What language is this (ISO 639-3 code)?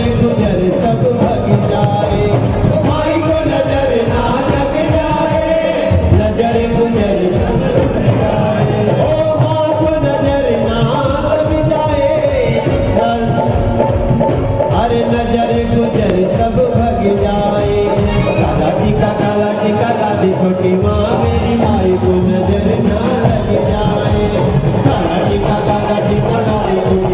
hin